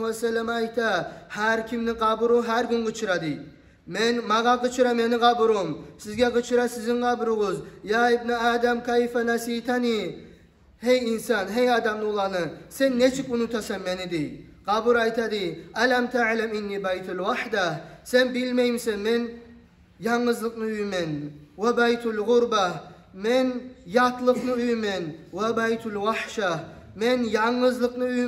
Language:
Kumyk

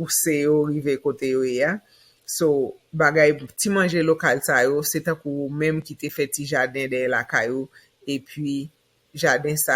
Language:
Haitian Creole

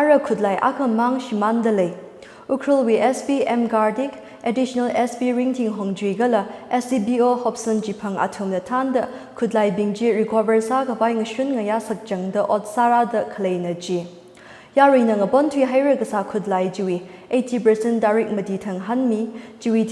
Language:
Tangkhul Naga (India)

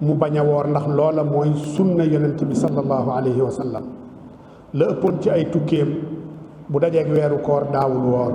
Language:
Wolof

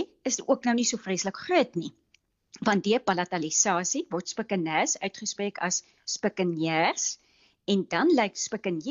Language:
Afrikaans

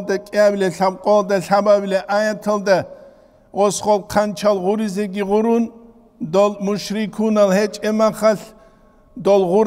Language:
Avaric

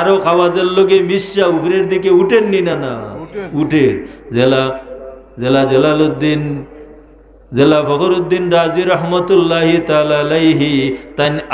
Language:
Sylheti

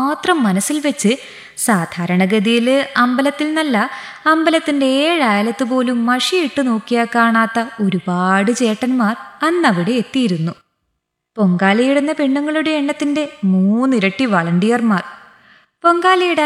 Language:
Malayalam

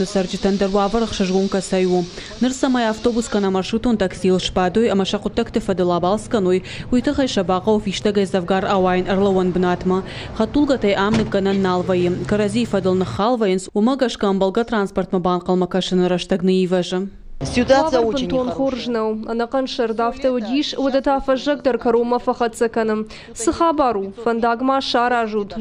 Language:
Ossetic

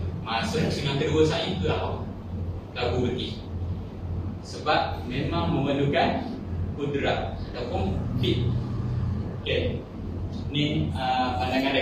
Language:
Malay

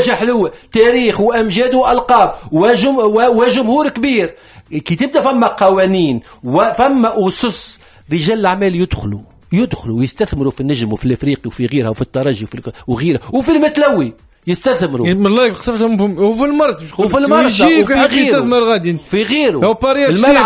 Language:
Tunisian Arabic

